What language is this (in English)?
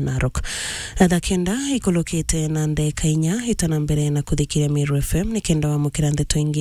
Meru